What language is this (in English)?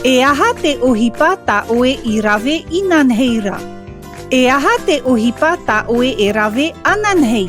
Tahitian